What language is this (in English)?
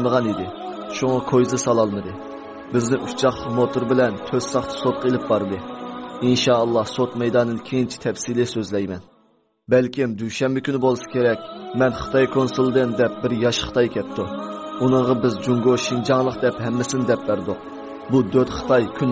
Uyghur